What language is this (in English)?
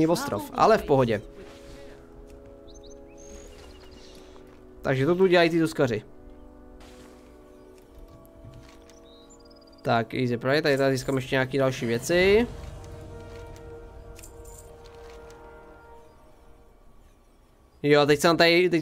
Czech